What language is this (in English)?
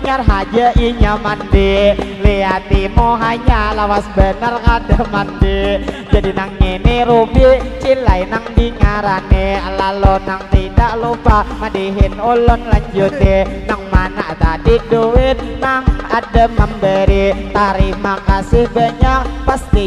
Banjar